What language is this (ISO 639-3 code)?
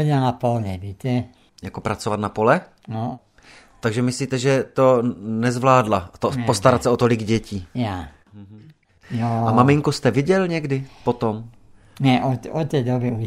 ces